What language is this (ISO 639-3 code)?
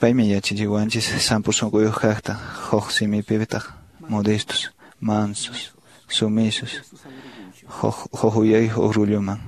que